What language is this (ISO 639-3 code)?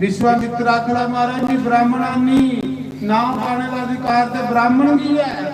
doi